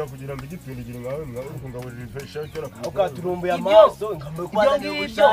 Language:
Kinyarwanda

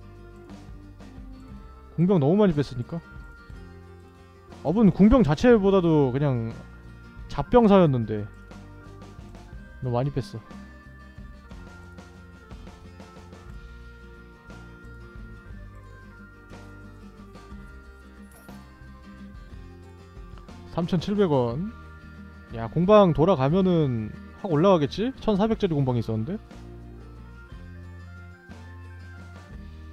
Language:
Korean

